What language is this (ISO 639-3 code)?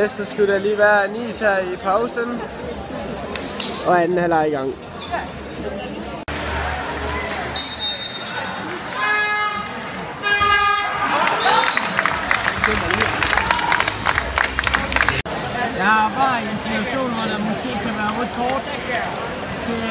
dan